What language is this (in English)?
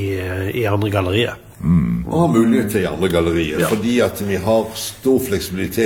Norwegian